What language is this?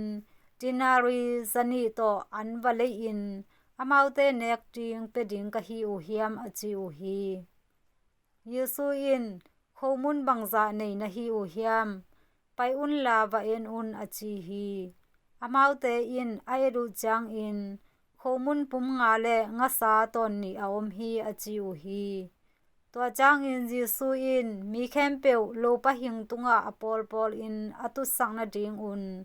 Tedim Chin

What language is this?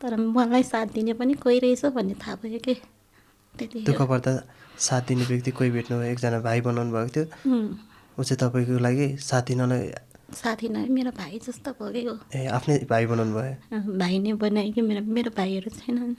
Nepali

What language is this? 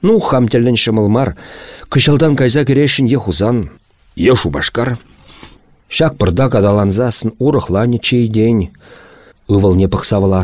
Chuvash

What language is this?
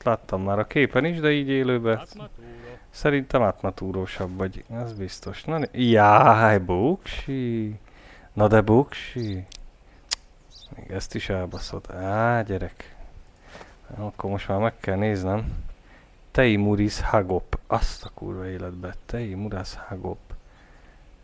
Hungarian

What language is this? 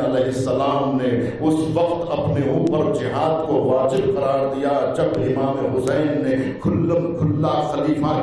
Urdu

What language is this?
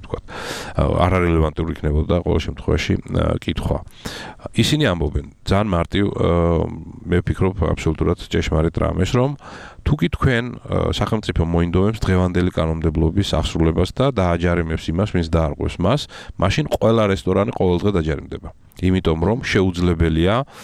Georgian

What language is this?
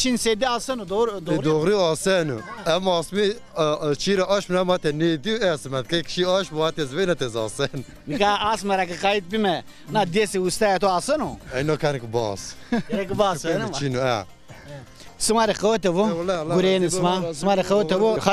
Zaza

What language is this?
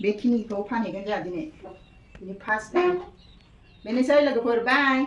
Bodo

